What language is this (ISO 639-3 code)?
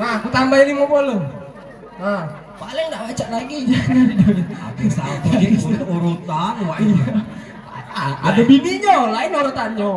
mui